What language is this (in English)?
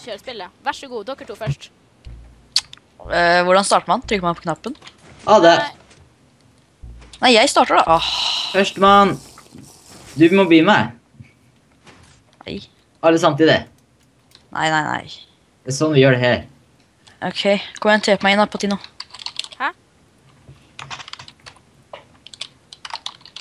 Norwegian